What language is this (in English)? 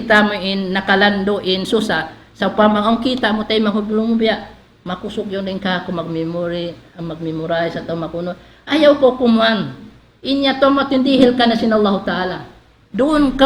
Tausug